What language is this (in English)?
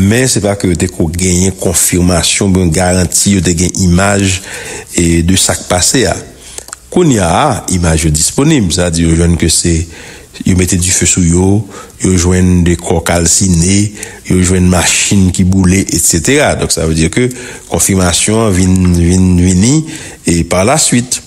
Haitian Creole